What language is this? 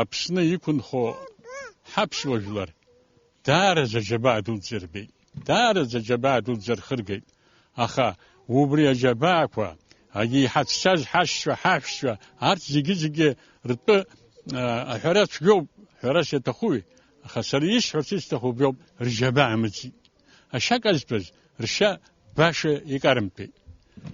Abkhazian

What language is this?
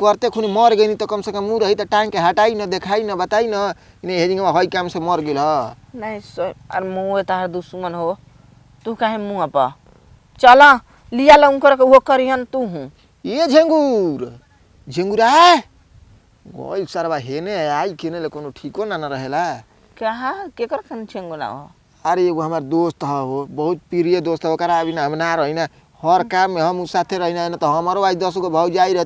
Bhojpuri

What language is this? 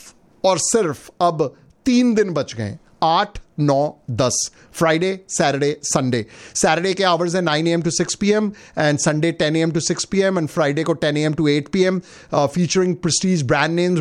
Hindi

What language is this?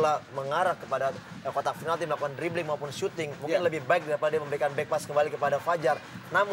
Indonesian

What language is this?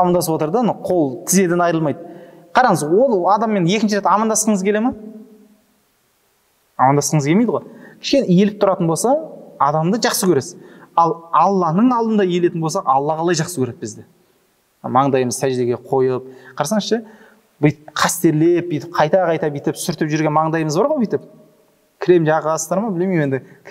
Kazakh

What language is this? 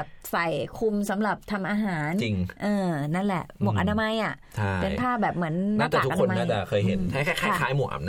Thai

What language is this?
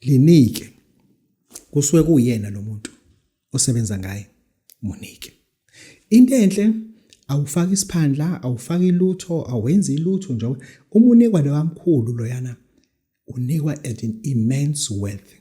Zulu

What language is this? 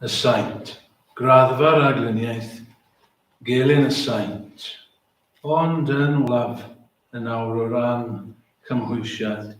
Welsh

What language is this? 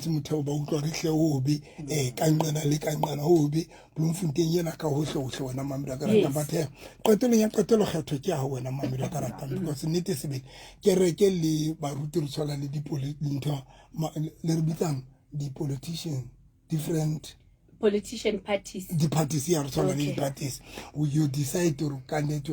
Southern Sotho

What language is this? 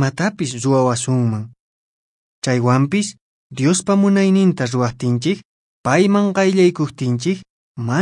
Quechua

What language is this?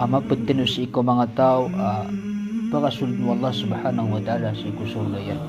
Maranao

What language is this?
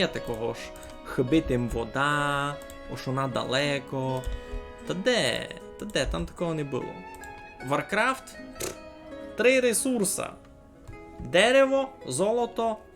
Rusyn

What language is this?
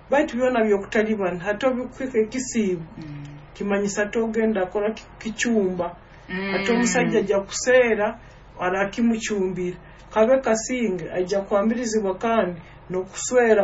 Nyoro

